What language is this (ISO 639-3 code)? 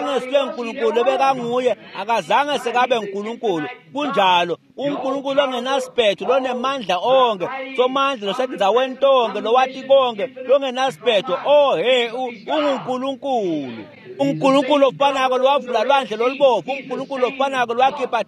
ssw